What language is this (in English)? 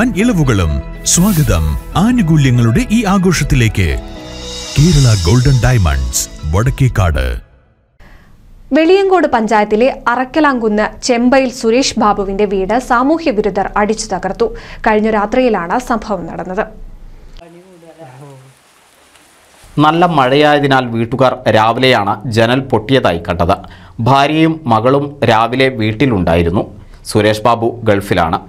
Malayalam